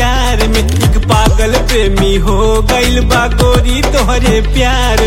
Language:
Bhojpuri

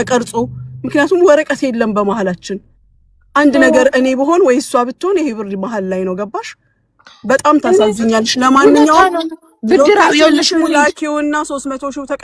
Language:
Amharic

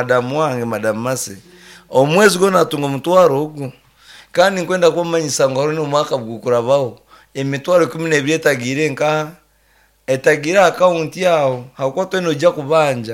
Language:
Nyankole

